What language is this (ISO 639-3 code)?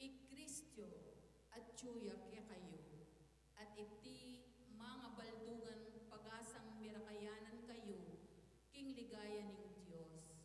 pam